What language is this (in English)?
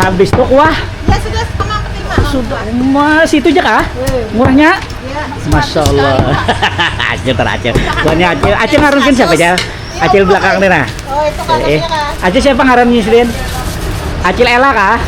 Banjar